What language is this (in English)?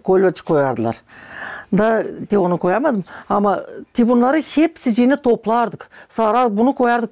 Gagauz